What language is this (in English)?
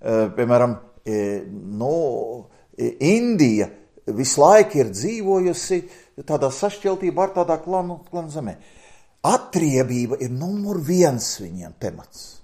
Latvian